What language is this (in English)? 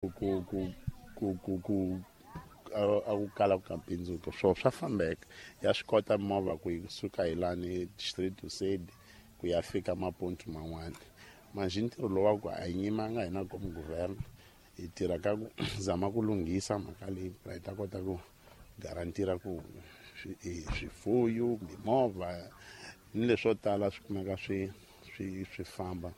Tsonga